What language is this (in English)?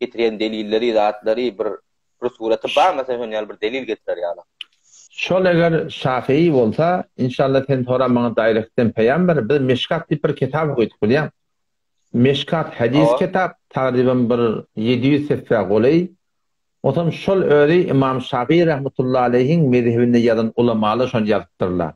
Turkmen